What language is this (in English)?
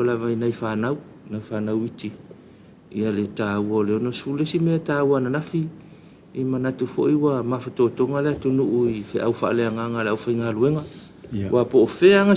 Samoan